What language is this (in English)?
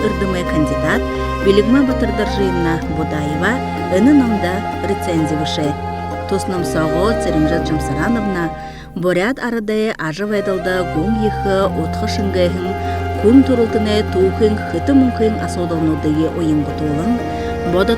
Buriat